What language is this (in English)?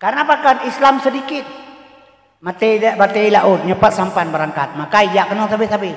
Achinese